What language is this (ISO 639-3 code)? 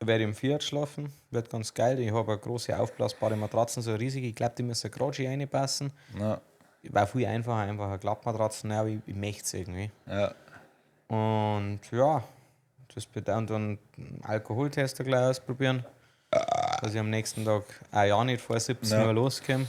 bar